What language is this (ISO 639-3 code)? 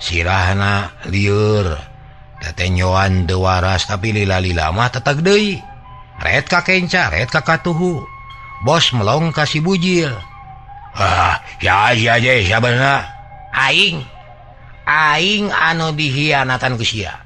sun